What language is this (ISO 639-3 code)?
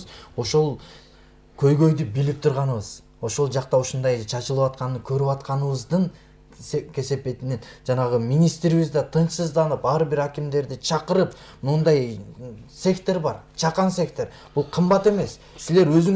kir